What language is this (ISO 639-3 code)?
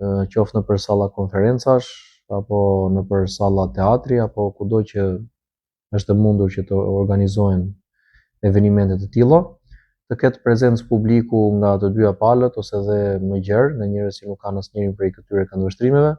sqi